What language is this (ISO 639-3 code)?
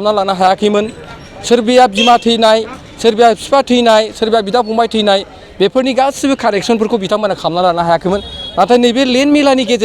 brx